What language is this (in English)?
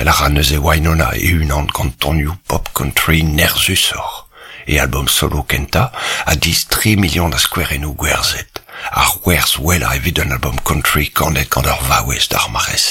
Breton